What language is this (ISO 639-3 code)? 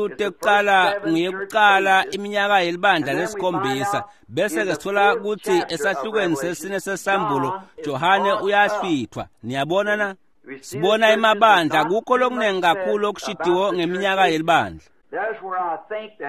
ssw